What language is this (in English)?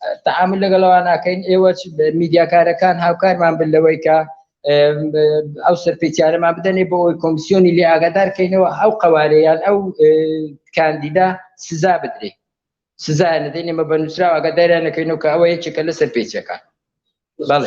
Central Kurdish